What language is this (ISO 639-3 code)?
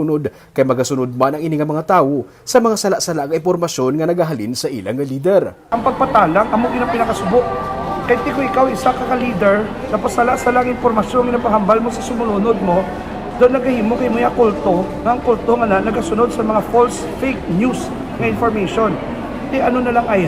hil